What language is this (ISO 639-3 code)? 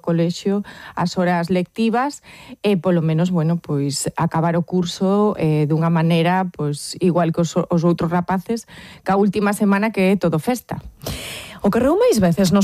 glg